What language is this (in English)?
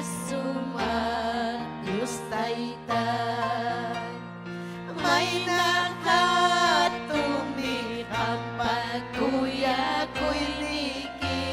Ayacucho Quechua